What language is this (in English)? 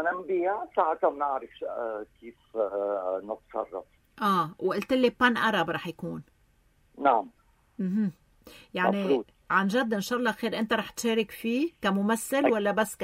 North Levantine Arabic